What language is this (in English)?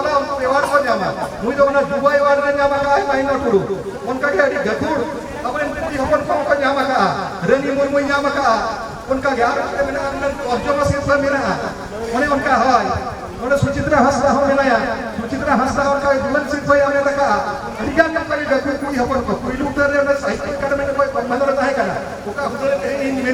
Santali